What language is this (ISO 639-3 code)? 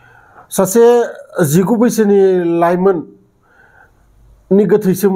brx